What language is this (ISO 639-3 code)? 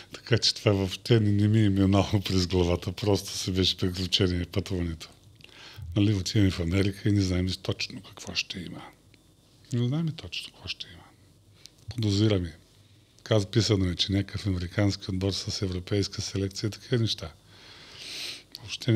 bul